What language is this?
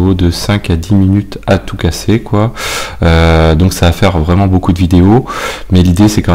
French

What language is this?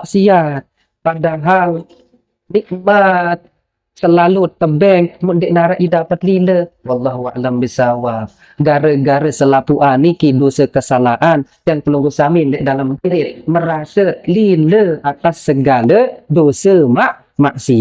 Sasak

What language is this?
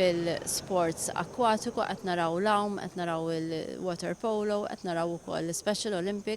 Maltese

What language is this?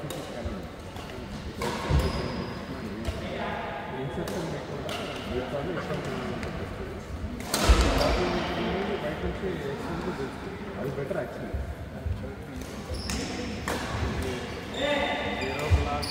Telugu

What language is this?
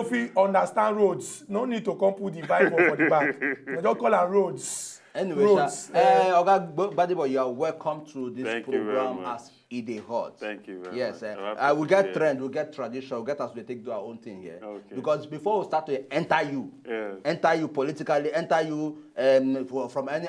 Nigerian Pidgin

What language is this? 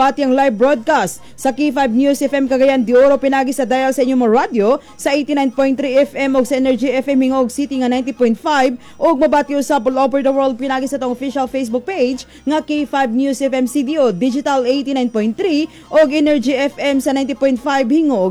Cebuano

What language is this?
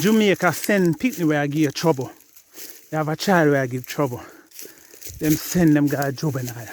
Jamaican Creole English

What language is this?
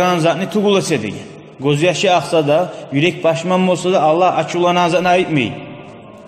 Kumyk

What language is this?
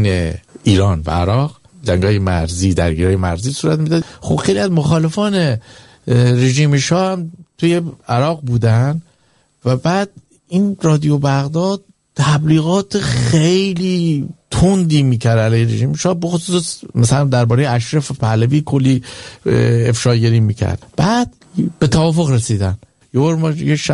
Persian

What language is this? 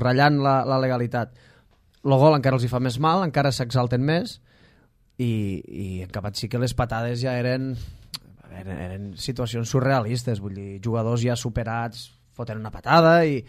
Catalan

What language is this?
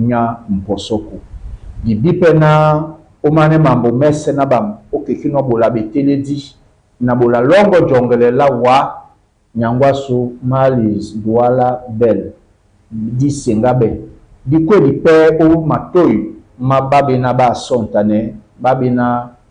Duala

